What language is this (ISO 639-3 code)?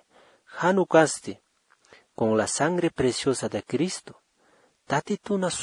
aym